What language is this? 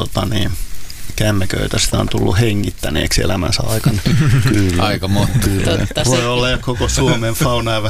Finnish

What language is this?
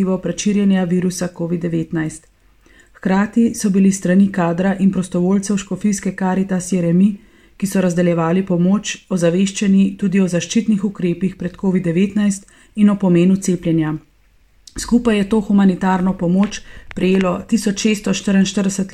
Slovenian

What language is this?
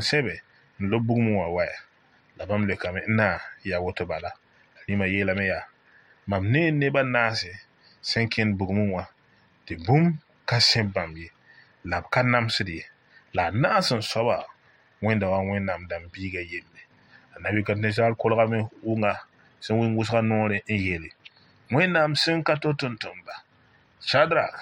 Mossi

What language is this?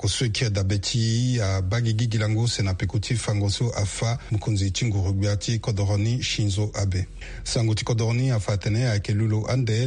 Sango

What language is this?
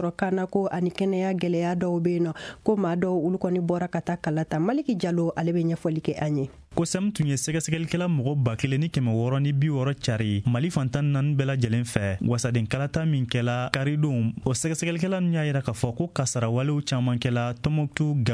Bambara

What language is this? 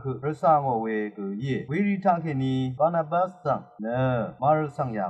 Rawang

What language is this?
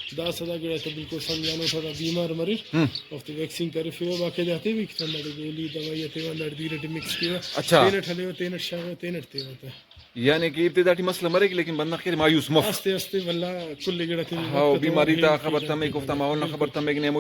Brahui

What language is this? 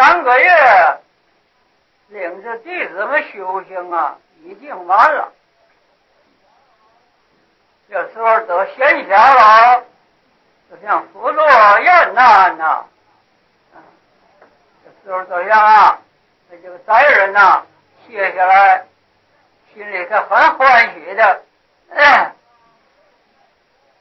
Chinese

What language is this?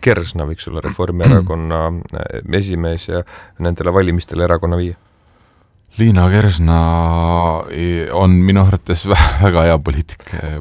Estonian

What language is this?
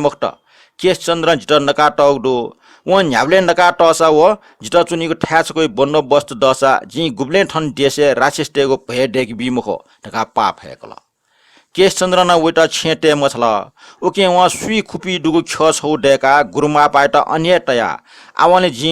Newari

